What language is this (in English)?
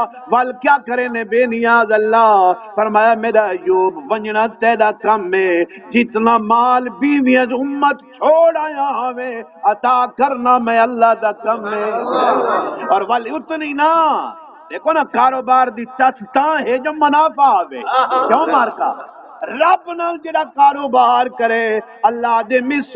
Saraiki